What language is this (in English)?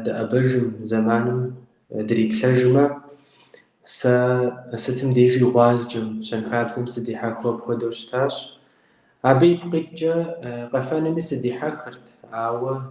Kabardian